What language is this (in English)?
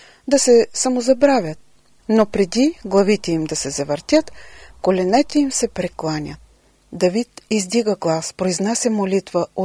Bulgarian